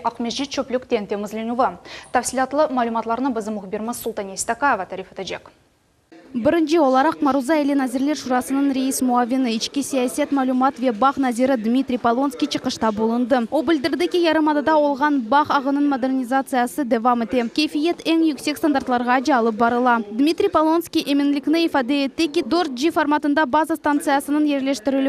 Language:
Crimean Tatar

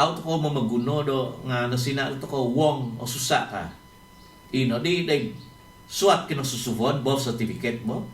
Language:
Central Dusun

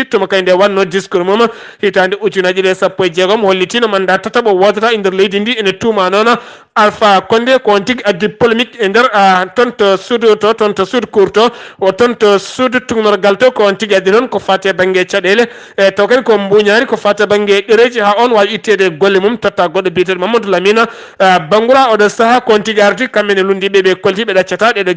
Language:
Fula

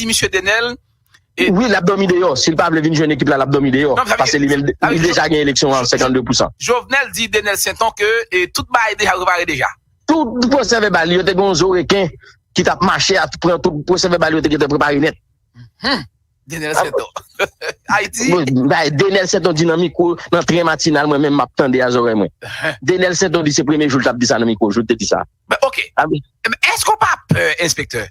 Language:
Haitian Creole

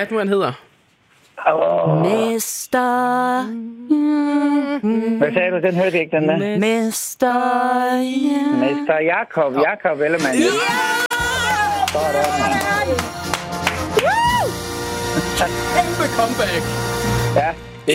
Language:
Danish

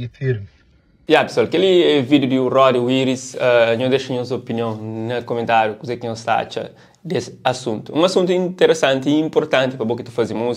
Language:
Kabuverdianu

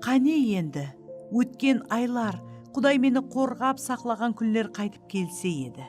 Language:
Kara-Kalpak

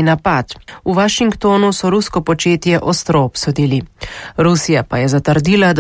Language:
Slovenian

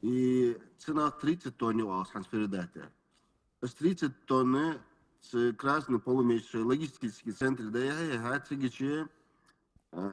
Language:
Ingush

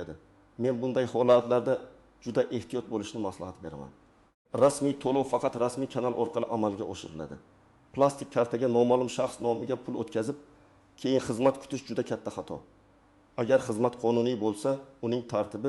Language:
Uzbek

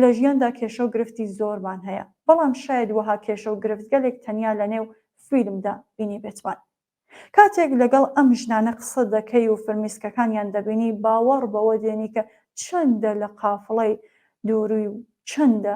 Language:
Central Kurdish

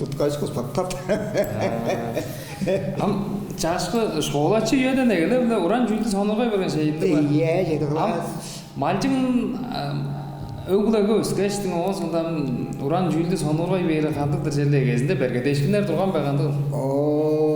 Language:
Tuvinian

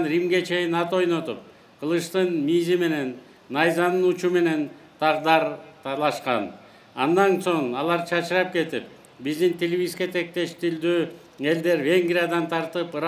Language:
Kyrgyz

